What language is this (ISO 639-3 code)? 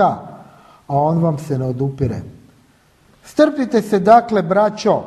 hrv